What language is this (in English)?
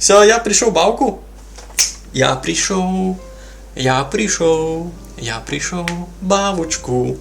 Rusyn